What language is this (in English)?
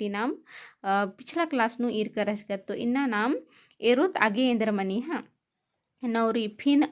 Kurukh